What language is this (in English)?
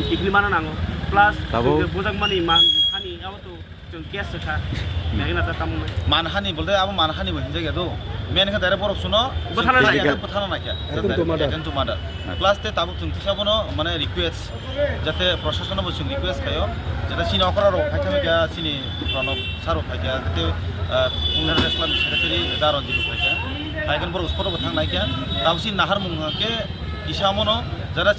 Kok Borok